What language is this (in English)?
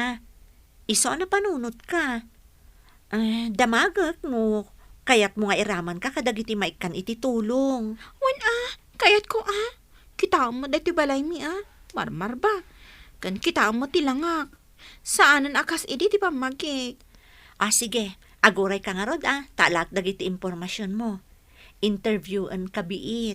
Iloko